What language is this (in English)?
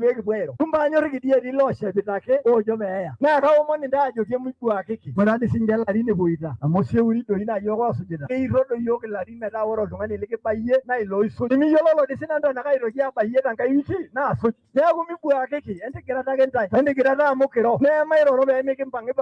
Masai